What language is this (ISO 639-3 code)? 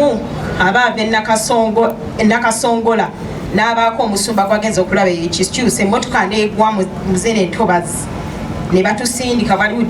lug